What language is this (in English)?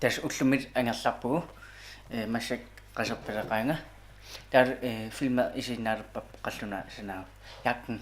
Kalaallisut